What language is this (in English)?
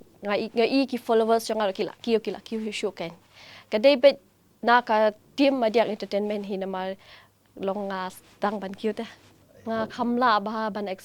Khasi